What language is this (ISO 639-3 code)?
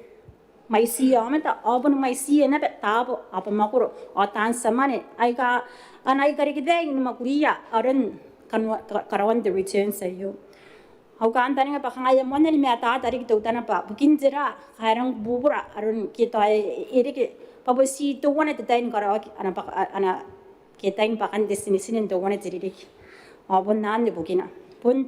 gil